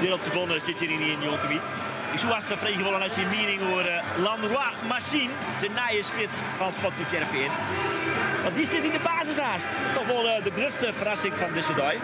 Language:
Western Frisian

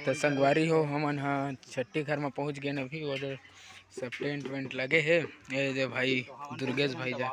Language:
Chhattisgarhi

